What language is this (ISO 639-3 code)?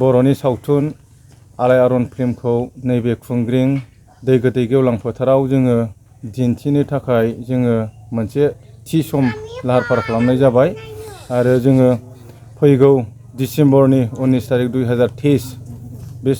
brx